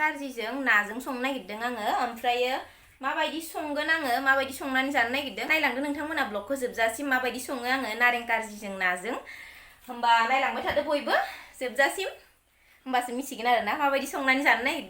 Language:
Bodo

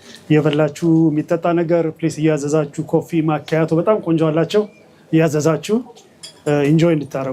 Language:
Amharic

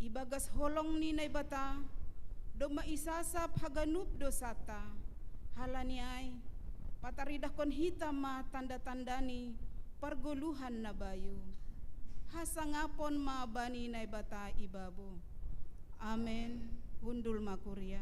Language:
Batak Simalungun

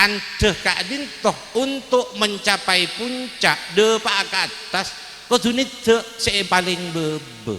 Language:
Madurese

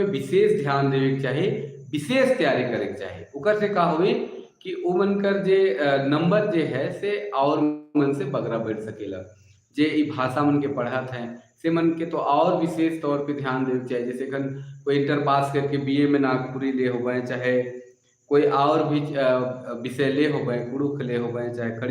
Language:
Sadri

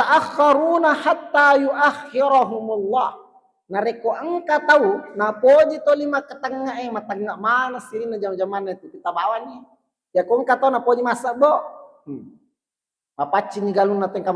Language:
Buginese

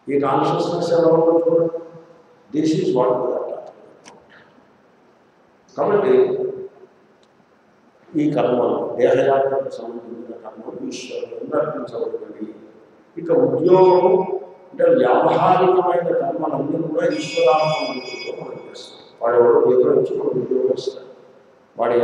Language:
Telugu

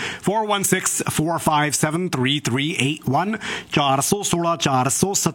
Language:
Punjabi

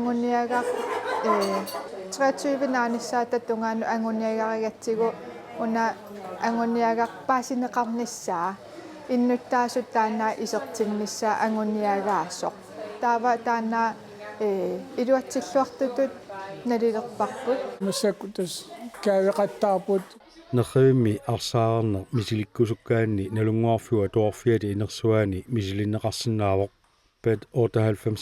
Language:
Kalaallisut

